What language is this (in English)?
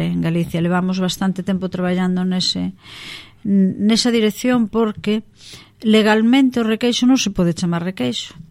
Galician